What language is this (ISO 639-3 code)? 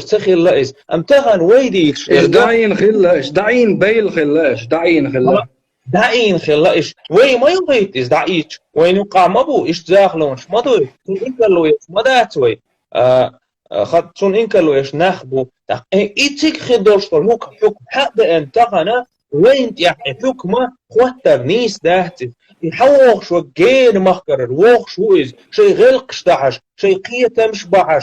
che